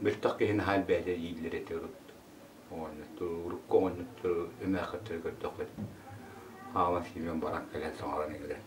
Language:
Yakut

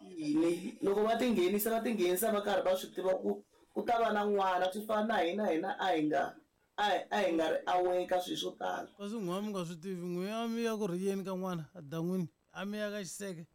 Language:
Tsonga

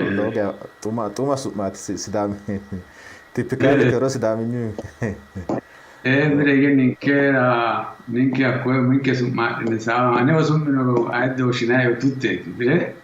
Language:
Sidamo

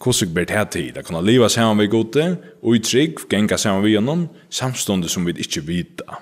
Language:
Faroese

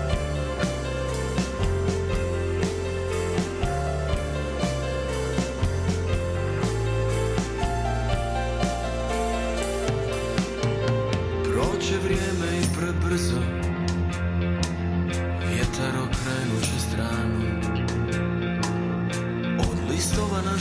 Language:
Serbian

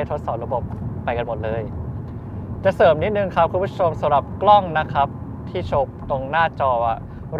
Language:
Thai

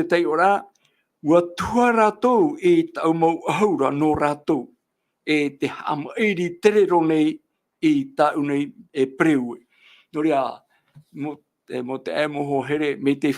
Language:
Tahitian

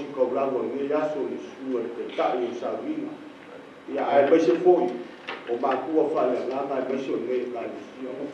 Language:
Samoan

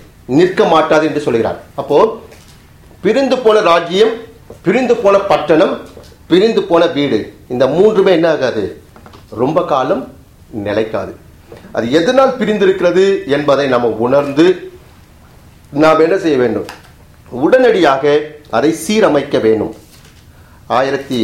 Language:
Tamil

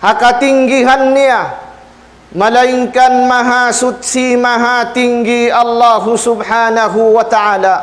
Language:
Tausug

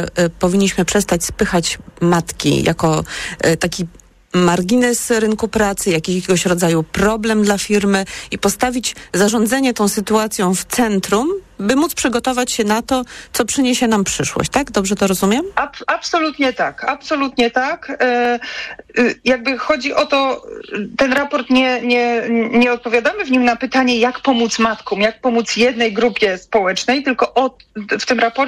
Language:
Polish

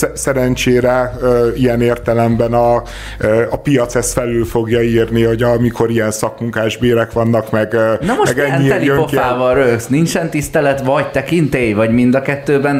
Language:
Hungarian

